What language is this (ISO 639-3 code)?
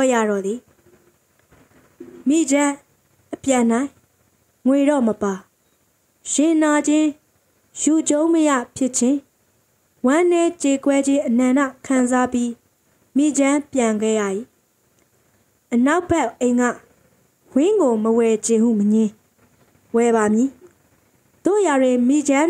mya